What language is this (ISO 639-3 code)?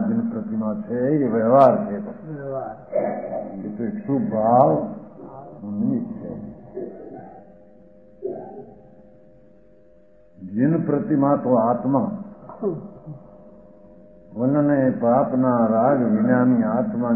guj